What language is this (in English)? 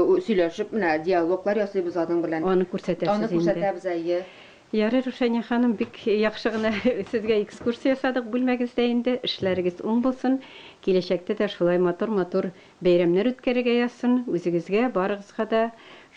Tatar